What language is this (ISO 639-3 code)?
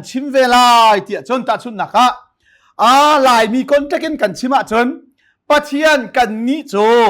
cnh